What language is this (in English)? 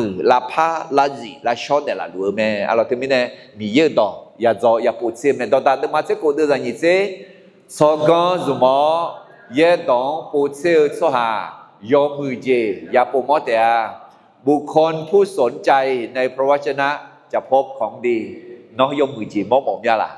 Akha